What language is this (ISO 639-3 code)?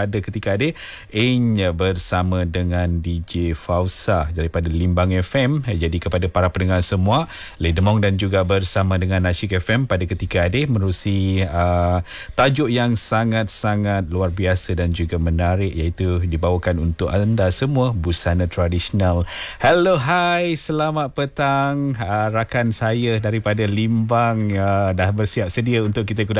msa